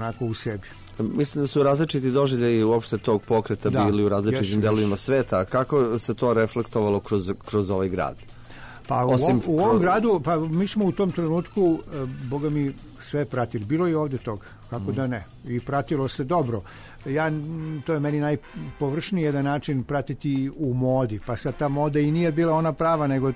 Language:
Serbian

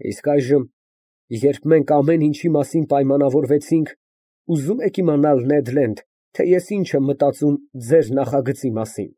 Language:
Armenian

